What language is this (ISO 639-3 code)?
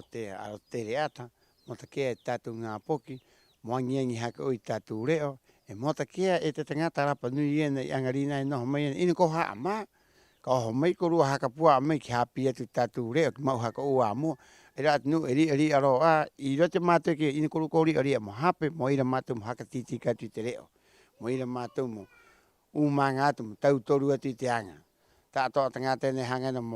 rap